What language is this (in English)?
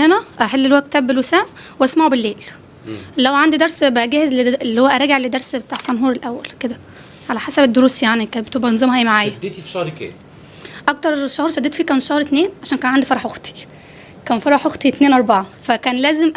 Egyptian Arabic